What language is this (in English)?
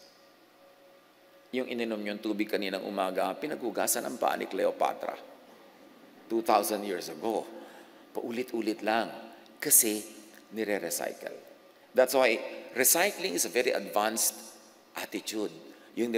Filipino